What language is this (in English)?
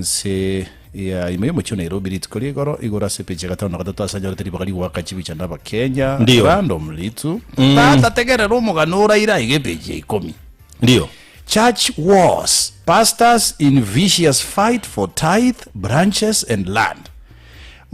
Gusii